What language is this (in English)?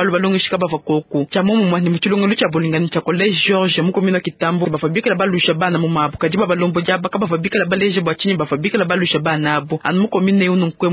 Luba-Lulua